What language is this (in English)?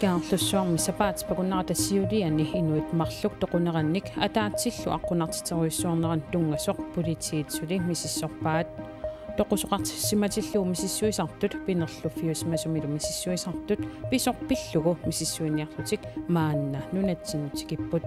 Kalaallisut